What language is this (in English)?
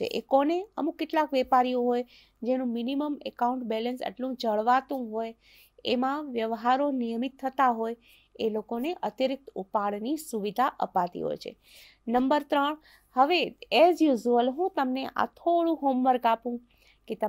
Gujarati